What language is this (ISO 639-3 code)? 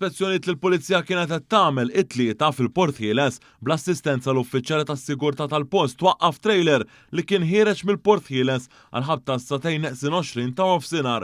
mlt